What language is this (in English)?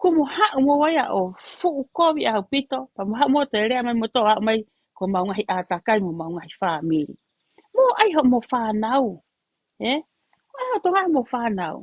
Tongan